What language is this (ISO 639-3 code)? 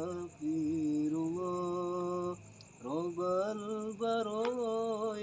bew